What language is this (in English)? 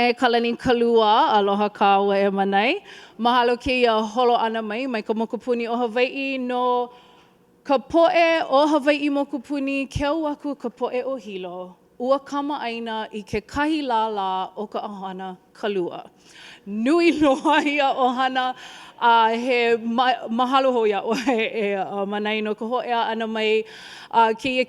Hawaiian